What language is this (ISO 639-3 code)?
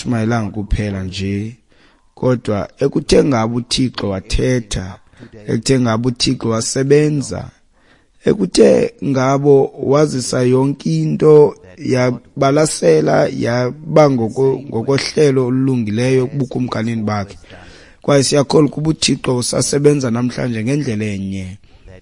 xho